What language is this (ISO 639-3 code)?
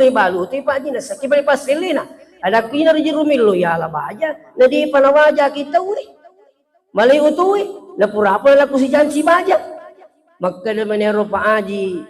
bug